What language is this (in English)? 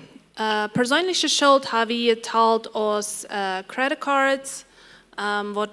Plautdietsch